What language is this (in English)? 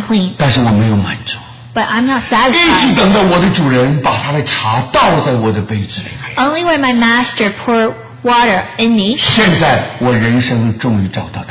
Chinese